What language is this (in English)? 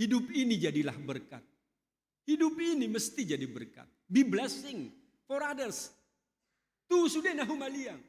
Batak Toba